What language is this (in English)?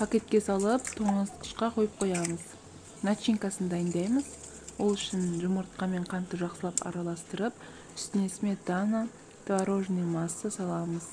Kazakh